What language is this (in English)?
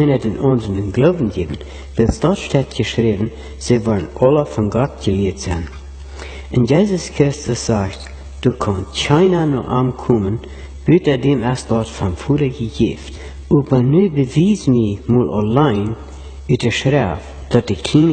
Plautdietsch